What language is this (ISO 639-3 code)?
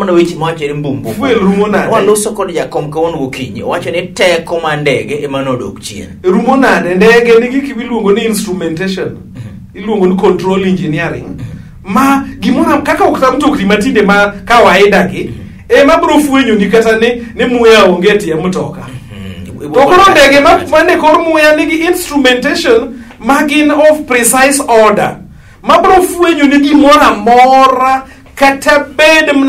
luo